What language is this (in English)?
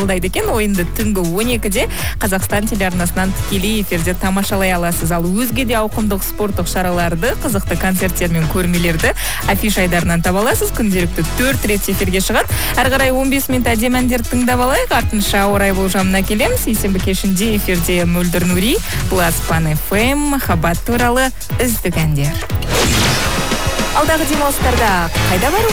Kazakh